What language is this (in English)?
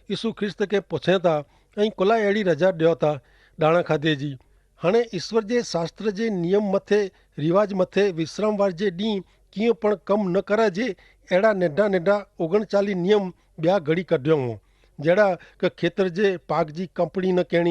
Kachhi